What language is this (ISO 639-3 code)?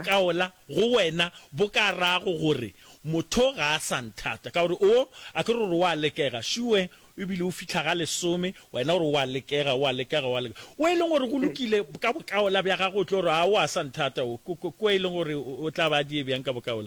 nso